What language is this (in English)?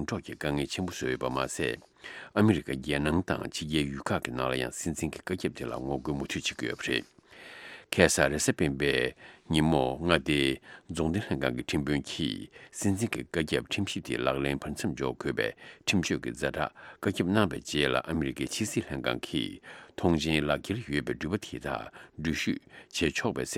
Tibetan